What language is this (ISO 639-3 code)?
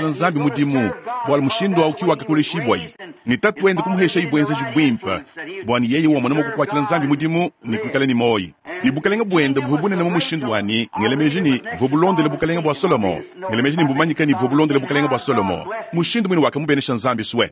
lua